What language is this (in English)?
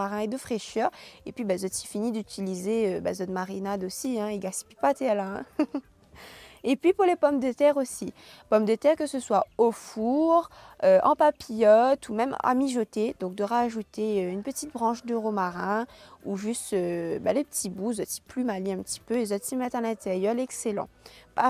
Réunion Creole French